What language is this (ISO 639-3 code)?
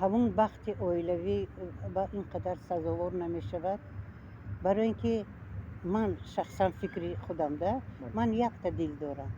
tgk